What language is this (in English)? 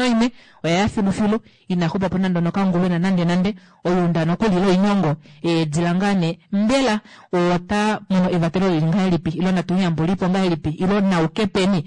Kuanyama